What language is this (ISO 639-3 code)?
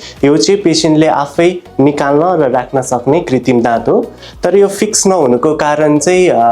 nep